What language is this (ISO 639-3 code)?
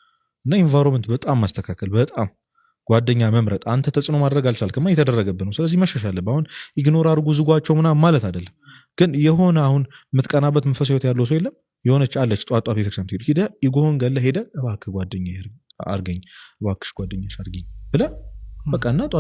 amh